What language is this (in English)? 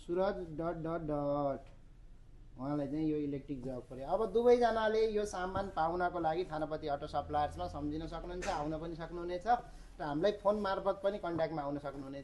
Nepali